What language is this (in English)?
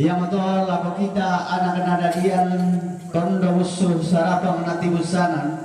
Toraja-Sa'dan